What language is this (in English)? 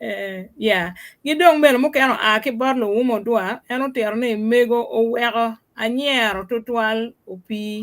Acoli